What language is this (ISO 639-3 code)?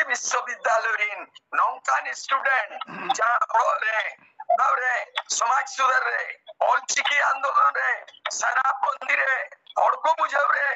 sat